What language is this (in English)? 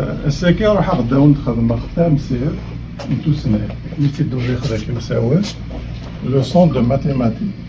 Kabyle